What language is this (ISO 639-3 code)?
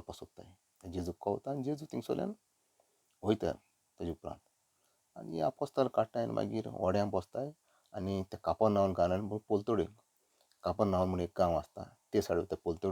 kok